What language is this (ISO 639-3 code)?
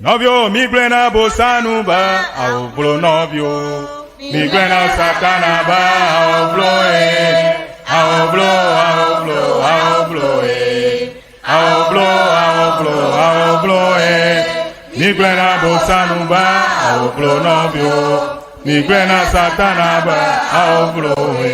ewe